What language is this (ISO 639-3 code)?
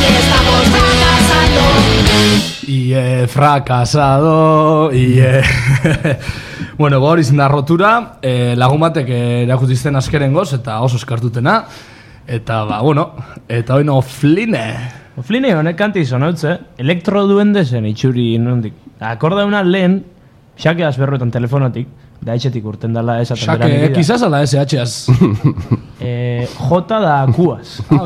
eus